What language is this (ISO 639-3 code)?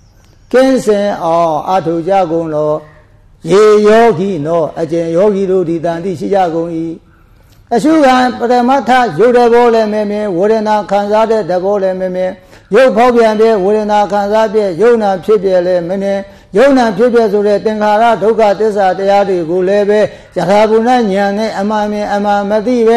mya